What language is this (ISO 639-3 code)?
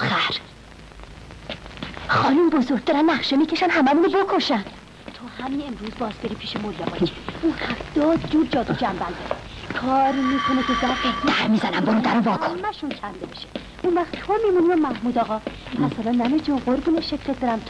fas